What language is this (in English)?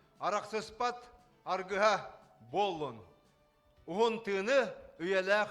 Yakut